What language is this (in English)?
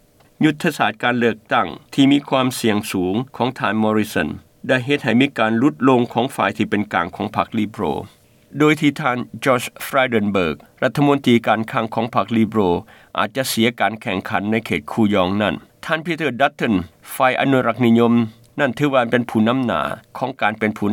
Lao